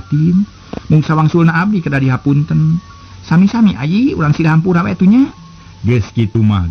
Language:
Sundanese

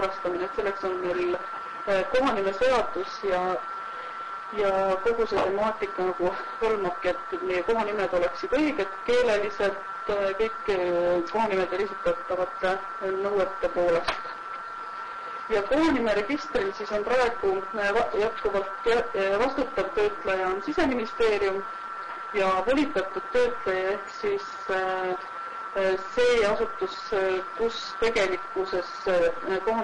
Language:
Estonian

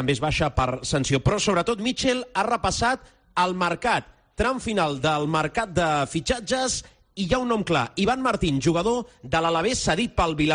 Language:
Catalan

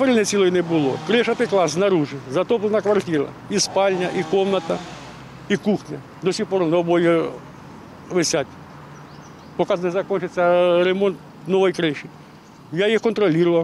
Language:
Ukrainian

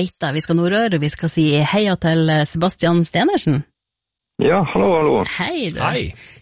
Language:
Norwegian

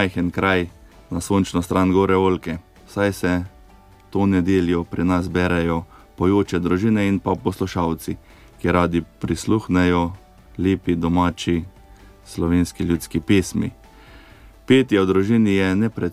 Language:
Slovenian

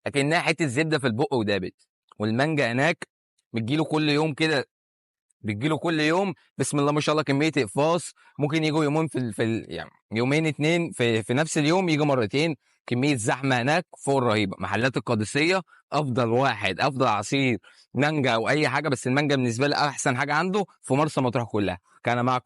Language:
Egyptian Arabic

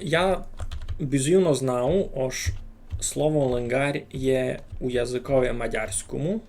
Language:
Rusyn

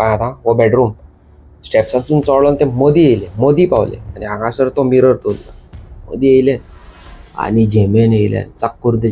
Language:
Konkani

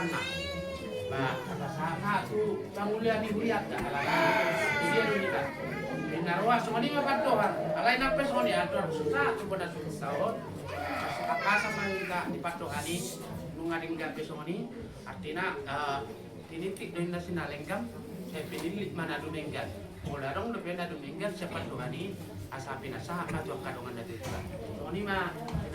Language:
Batak Toba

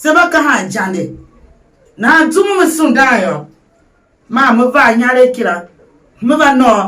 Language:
Tiv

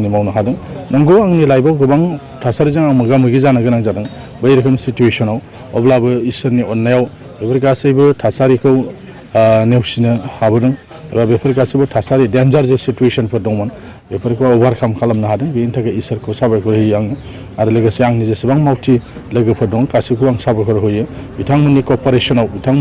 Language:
Bodo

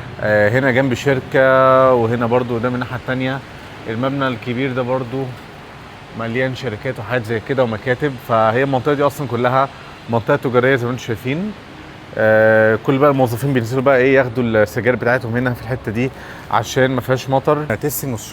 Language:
Egyptian Arabic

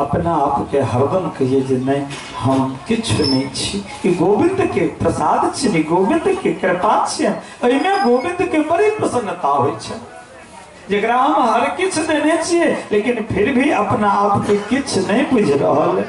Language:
Maithili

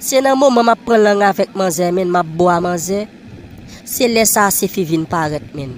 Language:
Haitian Creole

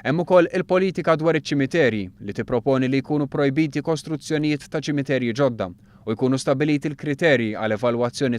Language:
Maltese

